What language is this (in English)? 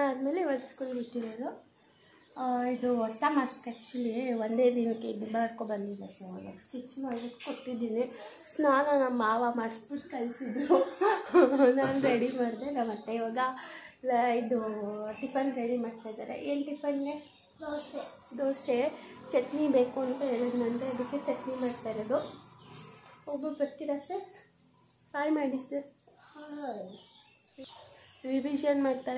Kannada